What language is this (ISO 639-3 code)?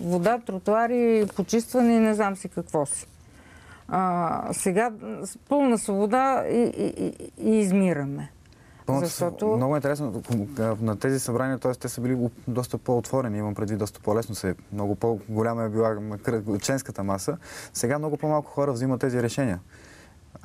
bul